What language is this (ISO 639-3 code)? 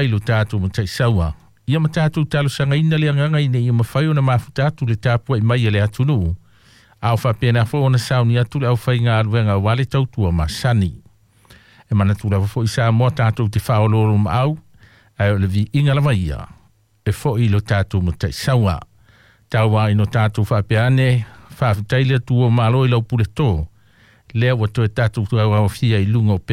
smo